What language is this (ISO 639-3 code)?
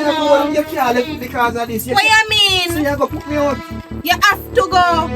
jam